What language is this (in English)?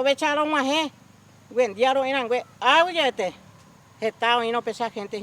Guarani